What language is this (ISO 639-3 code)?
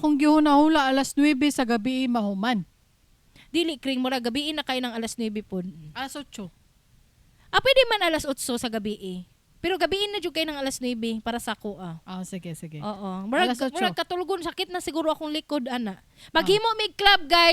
ceb